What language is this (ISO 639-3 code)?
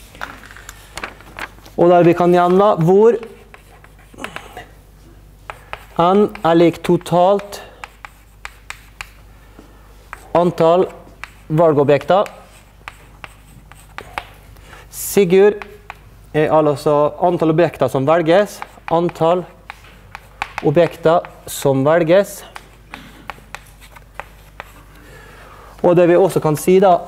nor